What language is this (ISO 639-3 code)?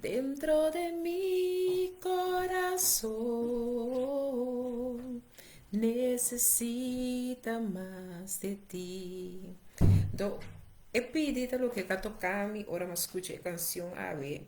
pap